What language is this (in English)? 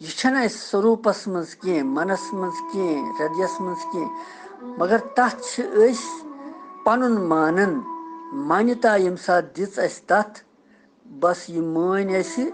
Kashmiri